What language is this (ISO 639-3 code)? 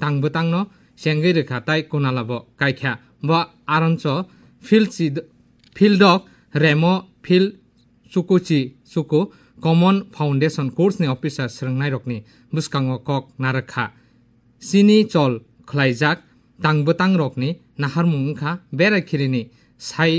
trp